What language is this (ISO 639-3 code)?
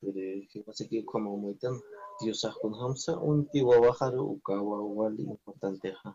aym